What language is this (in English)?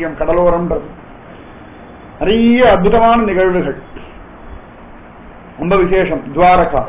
Tamil